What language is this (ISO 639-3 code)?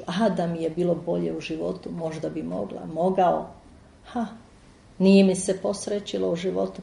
hrv